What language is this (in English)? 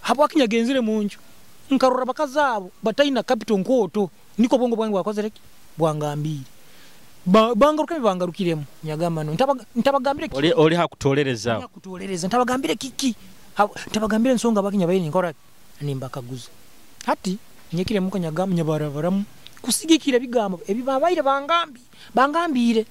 Nyoro